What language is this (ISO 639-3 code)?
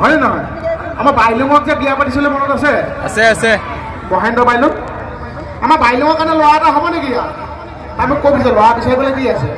asm